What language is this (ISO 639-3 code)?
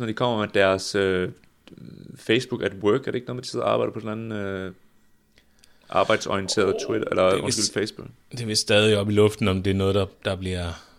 dan